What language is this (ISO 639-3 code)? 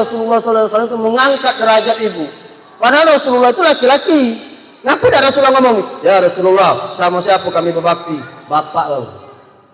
mui